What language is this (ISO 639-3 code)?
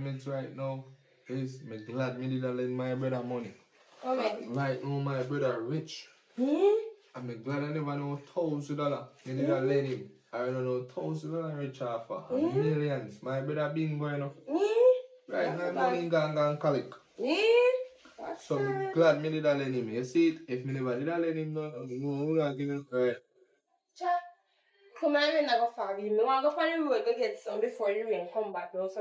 jam